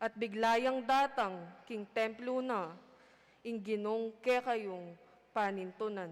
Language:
Pampanga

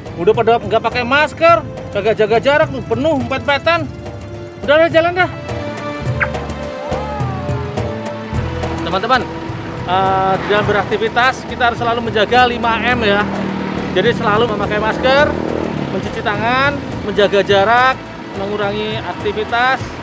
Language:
Indonesian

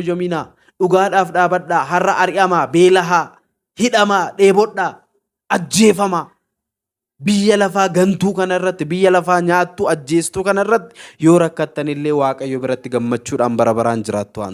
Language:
Oromo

